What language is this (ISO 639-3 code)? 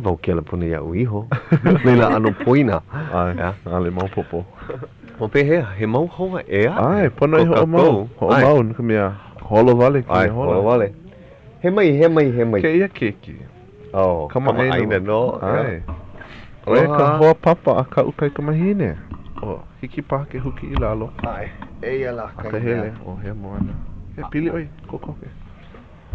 haw